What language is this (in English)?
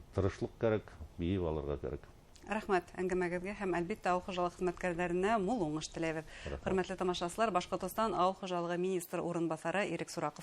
Bashkir